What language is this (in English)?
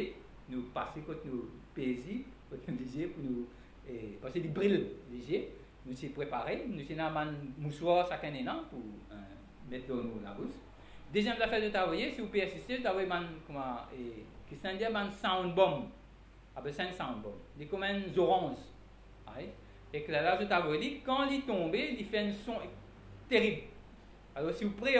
Morisyen